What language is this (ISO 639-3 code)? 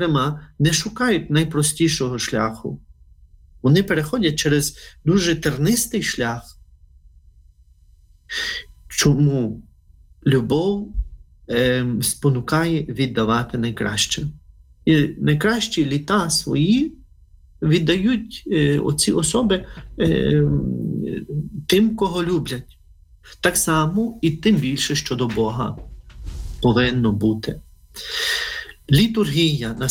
ukr